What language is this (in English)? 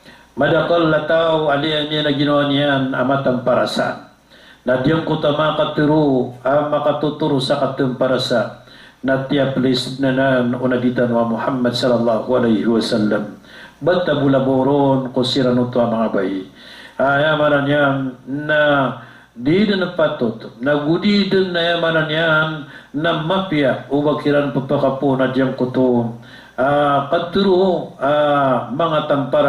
Maranao